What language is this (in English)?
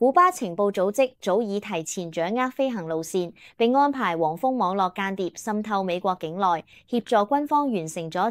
Cantonese